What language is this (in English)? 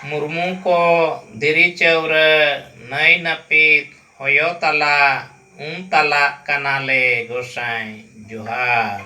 Santali